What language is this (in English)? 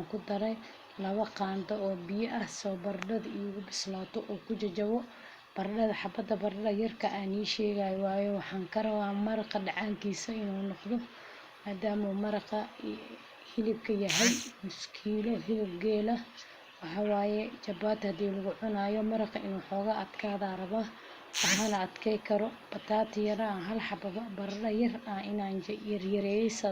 Somali